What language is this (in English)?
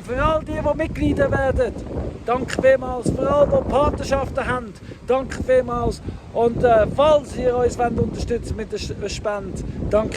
Swiss German